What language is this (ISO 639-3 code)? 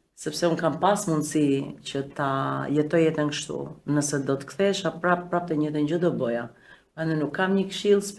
sqi